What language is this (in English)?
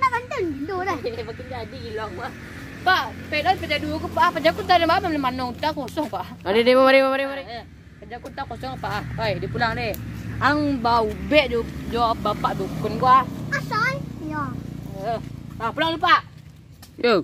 Minangkabau